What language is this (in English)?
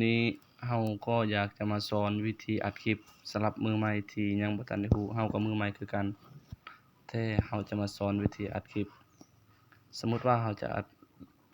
Lao